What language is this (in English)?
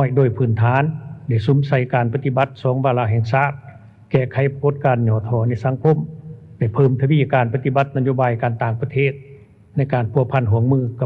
Lao